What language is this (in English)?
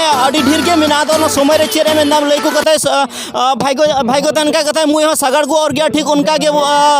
Santali